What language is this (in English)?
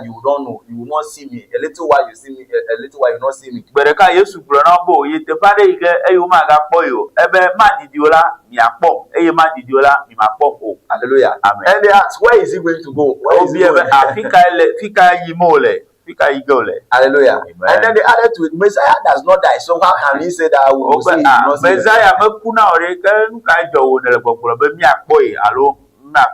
Ewe